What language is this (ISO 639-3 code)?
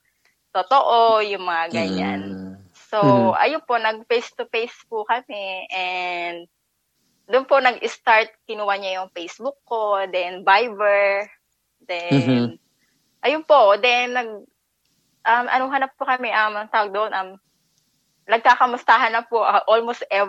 fil